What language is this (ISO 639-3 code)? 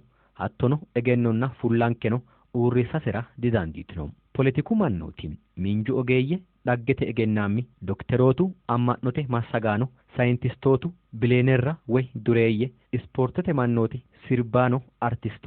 sid